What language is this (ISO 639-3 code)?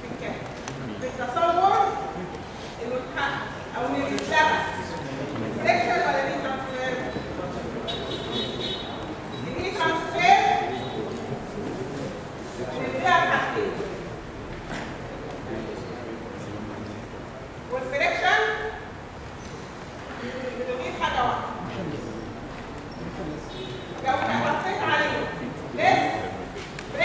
arz